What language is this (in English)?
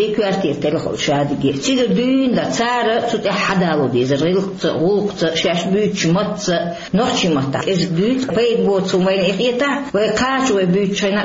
Chechen